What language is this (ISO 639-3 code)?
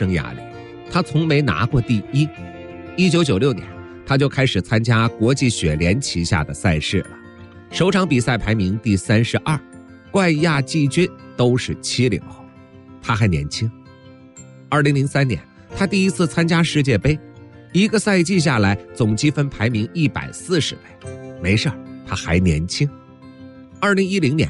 zho